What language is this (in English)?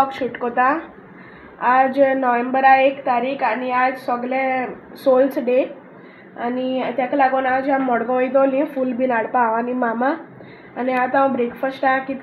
Konkani